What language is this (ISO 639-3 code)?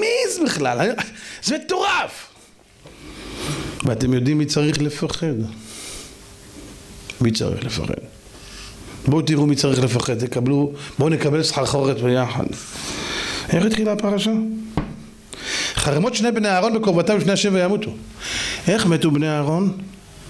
heb